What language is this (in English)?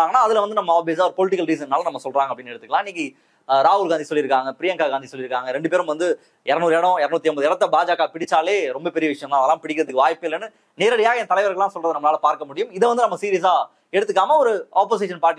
Tamil